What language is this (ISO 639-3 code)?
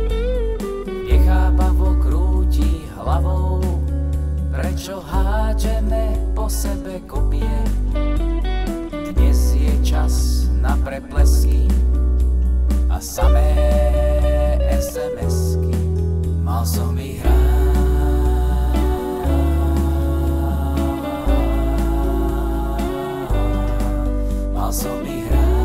slk